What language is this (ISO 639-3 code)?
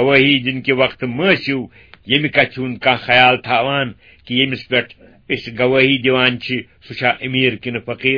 kas